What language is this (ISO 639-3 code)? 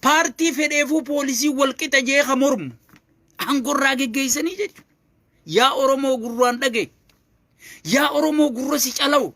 orm